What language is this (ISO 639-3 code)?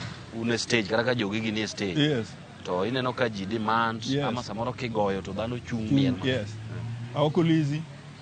luo